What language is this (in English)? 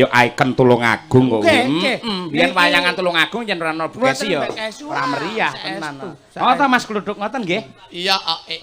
Javanese